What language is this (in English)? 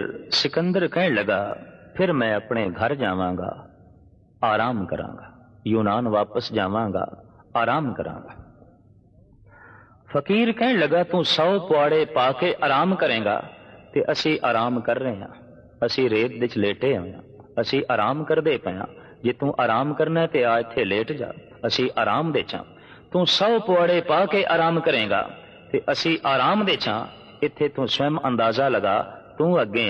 Punjabi